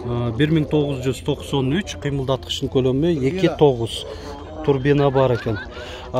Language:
Kyrgyz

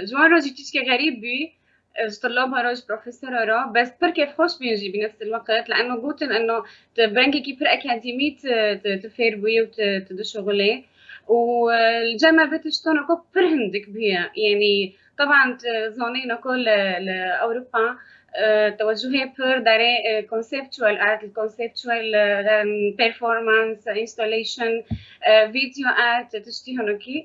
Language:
Kurdish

